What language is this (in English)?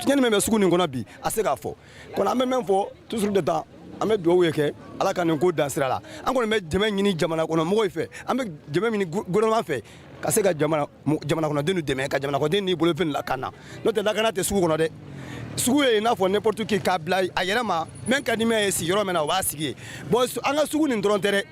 Bambara